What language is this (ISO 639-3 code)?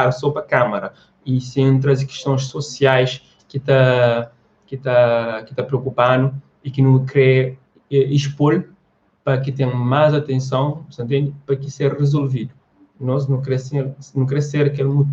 kea